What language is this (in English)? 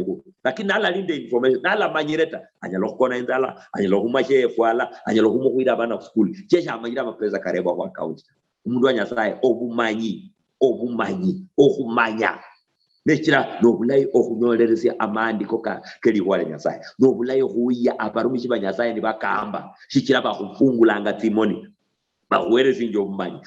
Luyia